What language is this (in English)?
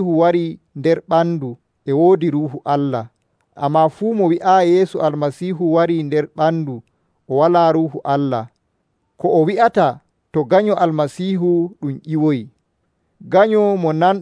Nigerian Fulfulde